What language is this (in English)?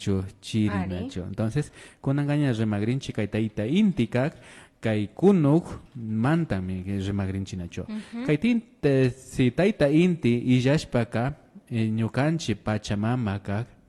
Imbabura Highland Quichua